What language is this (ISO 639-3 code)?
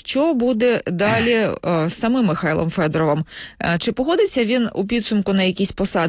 ukr